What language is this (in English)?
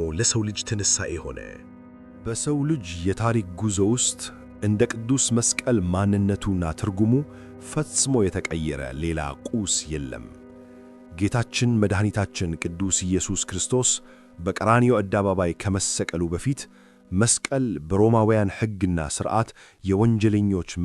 Amharic